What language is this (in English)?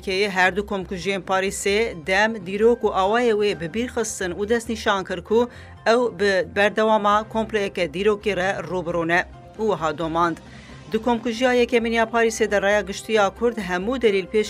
Kurdish